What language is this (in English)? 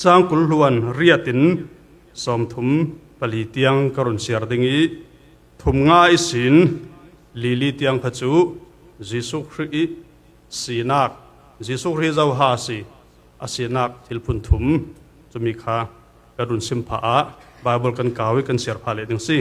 Falam Chin